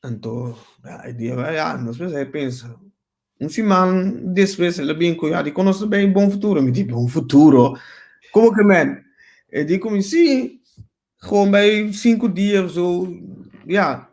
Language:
Papiamento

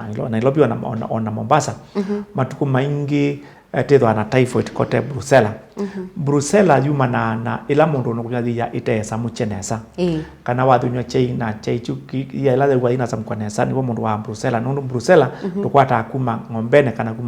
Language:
Kamba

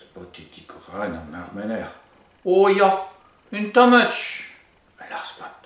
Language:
Breton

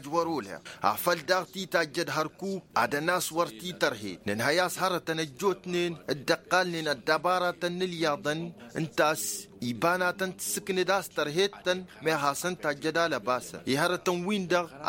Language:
Tamasheq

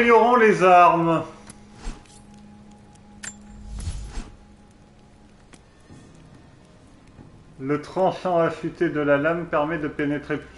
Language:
French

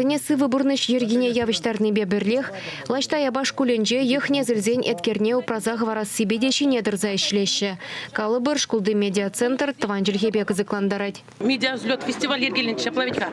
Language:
Chuvash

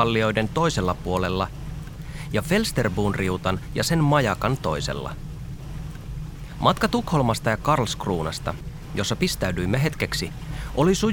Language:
Finnish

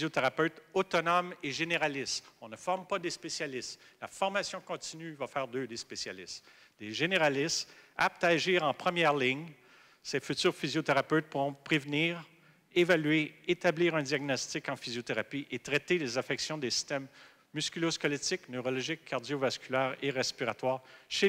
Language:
French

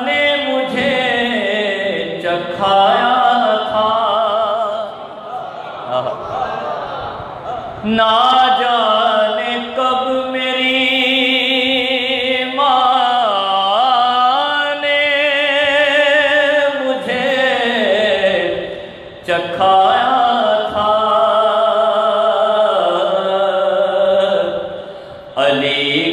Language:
Urdu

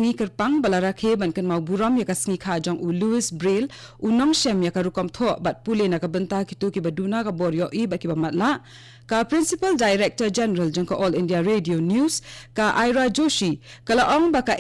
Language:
Khasi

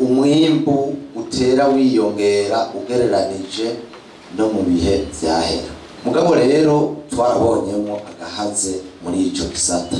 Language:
Rundi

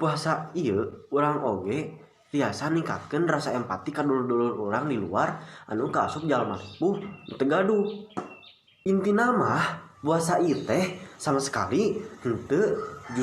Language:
Sundanese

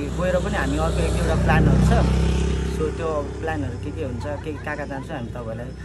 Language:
Nepali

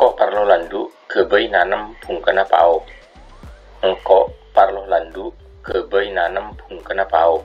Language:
Madurese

